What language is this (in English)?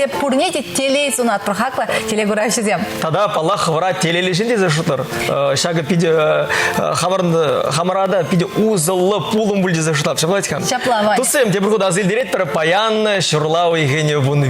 Chuvash